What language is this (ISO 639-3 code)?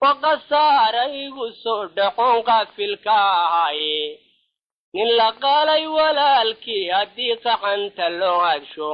som